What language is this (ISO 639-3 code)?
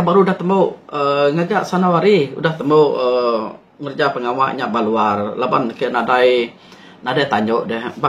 iba